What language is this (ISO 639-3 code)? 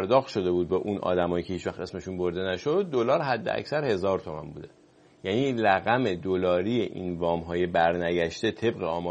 fas